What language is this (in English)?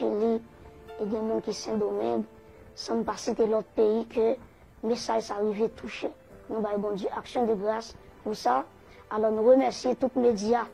Haitian Creole